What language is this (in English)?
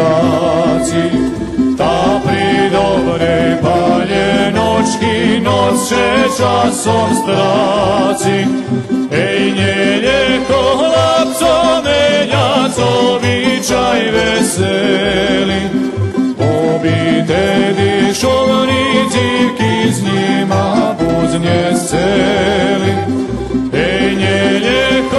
Rusyn